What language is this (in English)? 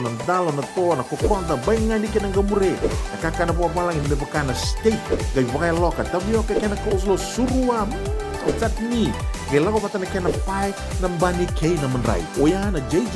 Fijian